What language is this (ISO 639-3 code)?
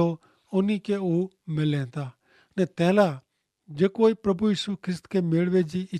kfr